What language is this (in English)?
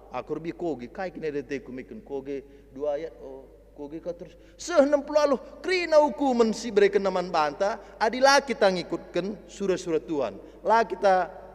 Batak Karo